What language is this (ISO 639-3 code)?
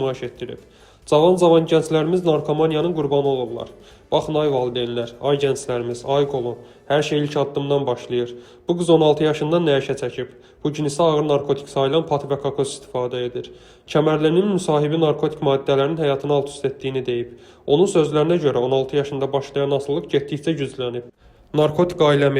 aze